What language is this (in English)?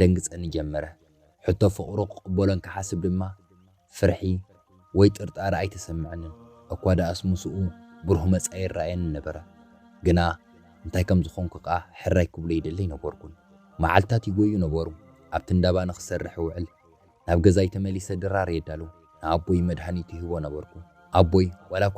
Tigrinya